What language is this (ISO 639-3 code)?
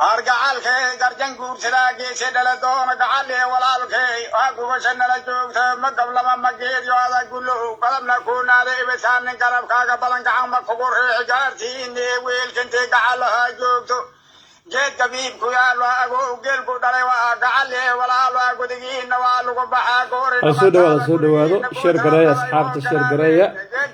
som